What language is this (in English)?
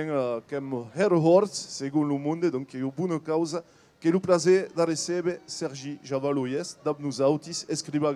Occitan